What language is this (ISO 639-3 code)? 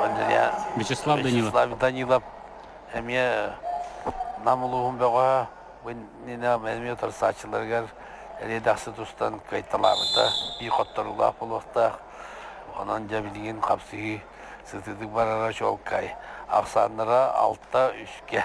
sah